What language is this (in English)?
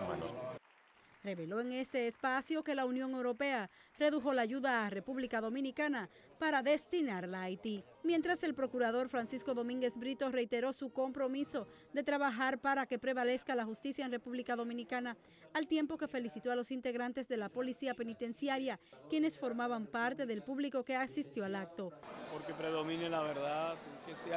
Spanish